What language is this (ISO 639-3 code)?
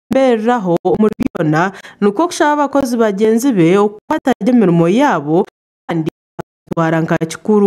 nyn